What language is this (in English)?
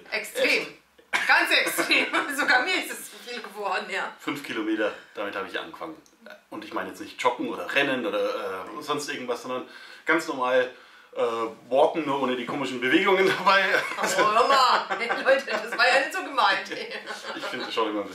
German